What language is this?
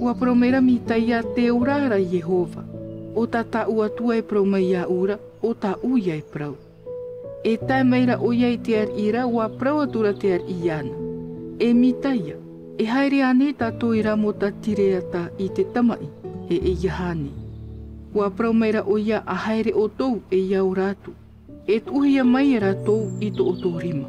Tahitian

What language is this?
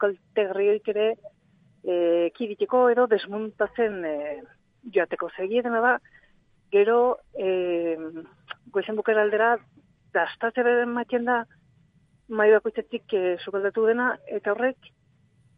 Basque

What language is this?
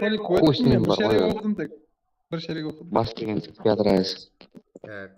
Kara-Kalpak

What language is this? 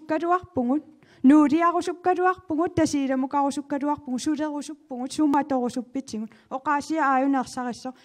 Kalaallisut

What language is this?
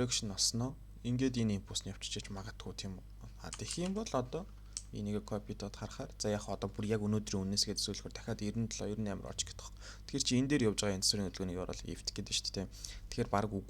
Mongolian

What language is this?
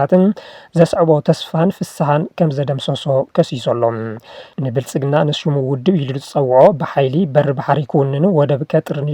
Tigrinya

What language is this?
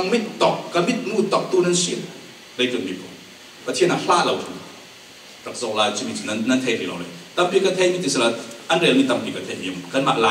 Falam Chin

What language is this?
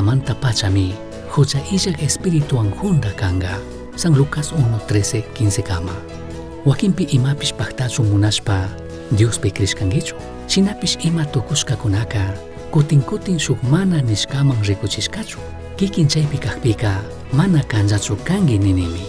Chimborazo Highland Quichua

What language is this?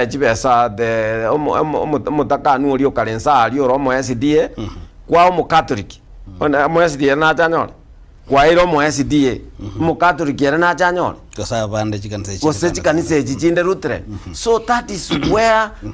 Gusii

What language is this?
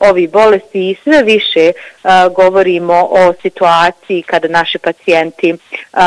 Bosnian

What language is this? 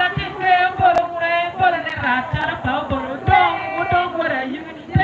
Acoli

